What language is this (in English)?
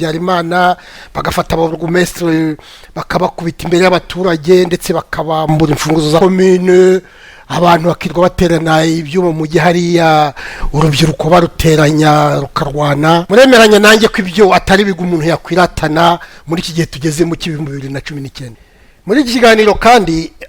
Kinyarwanda